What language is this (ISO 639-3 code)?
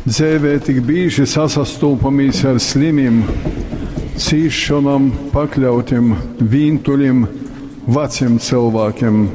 ltg